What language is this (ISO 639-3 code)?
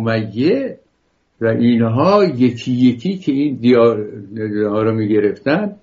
fas